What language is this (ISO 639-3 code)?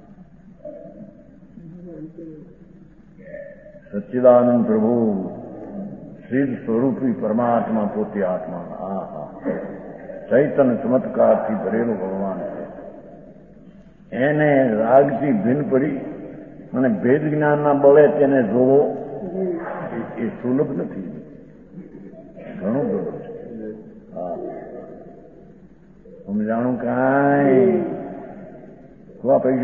guj